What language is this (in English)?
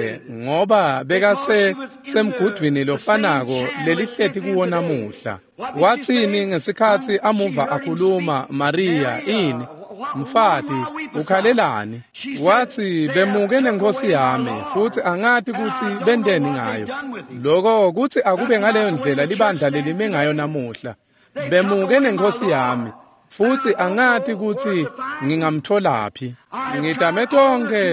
Swati